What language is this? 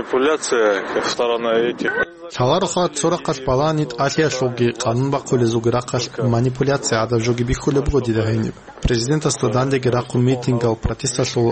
Avaric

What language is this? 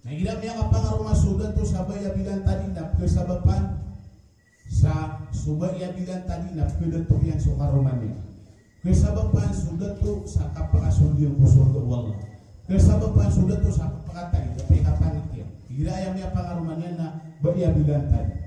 Maranao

